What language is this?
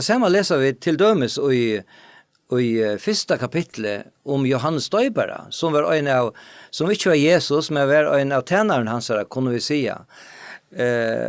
Faroese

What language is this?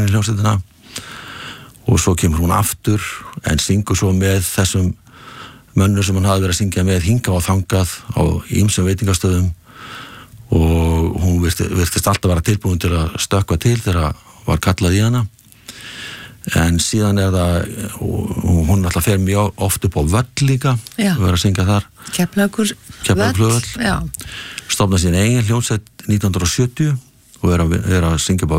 Icelandic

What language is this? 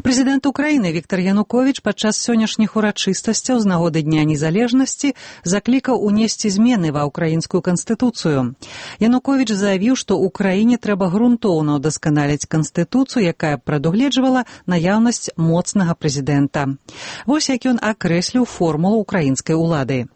Belarusian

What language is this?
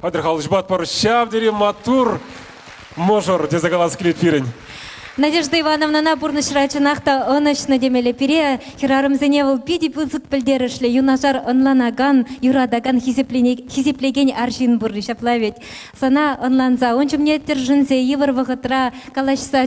Chuvash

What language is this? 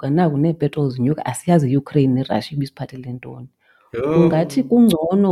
Xhosa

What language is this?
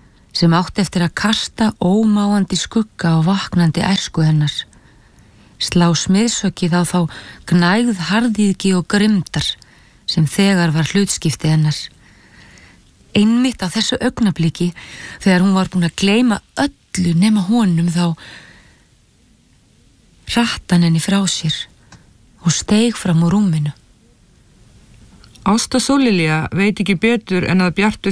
Icelandic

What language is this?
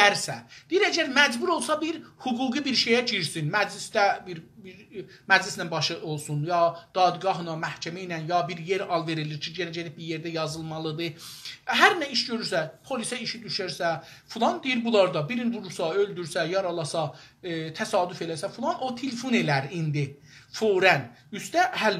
South Azerbaijani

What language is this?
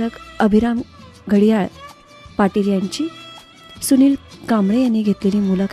Marathi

